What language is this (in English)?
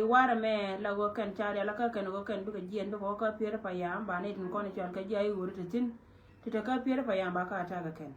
Nuer